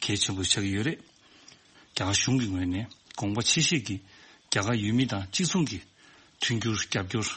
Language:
Tibetan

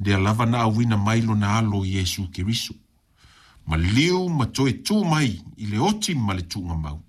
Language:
Samoan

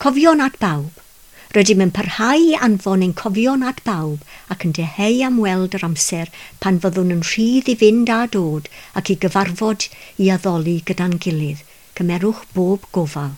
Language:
Welsh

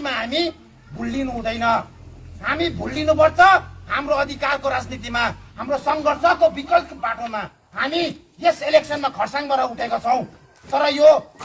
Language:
Nepali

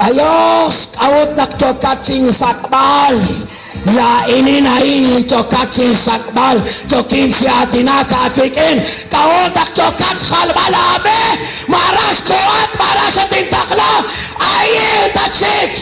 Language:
Kekchí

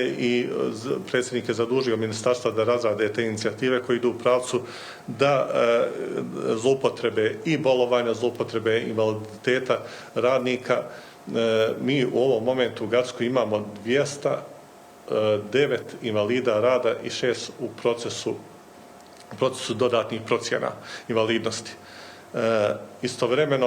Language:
Bosnian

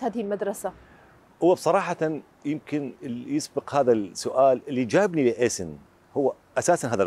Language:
Mesopotamian Arabic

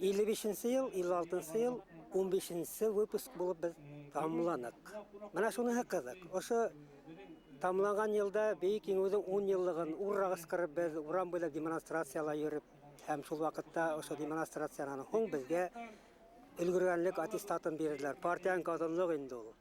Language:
Bashkir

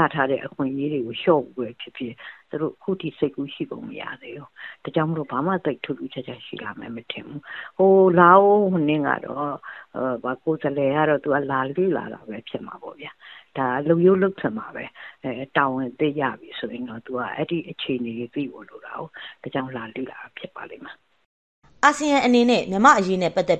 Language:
Burmese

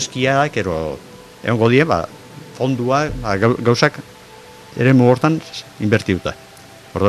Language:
Basque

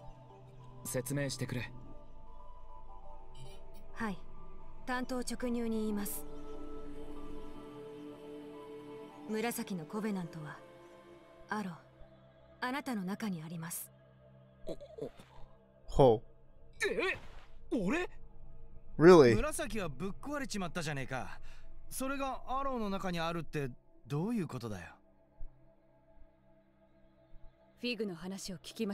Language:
Japanese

